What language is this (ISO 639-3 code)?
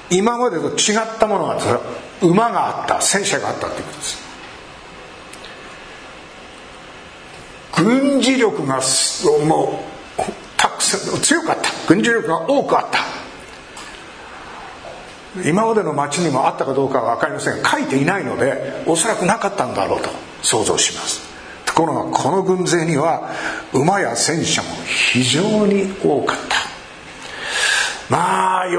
jpn